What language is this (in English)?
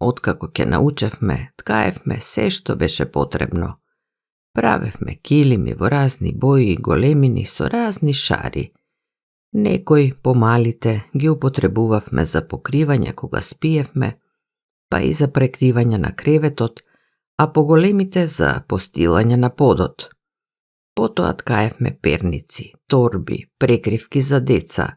Macedonian